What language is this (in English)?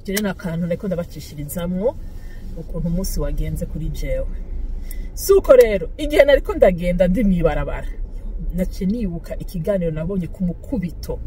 Rundi